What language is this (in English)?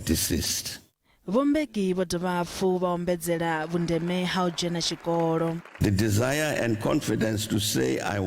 Venda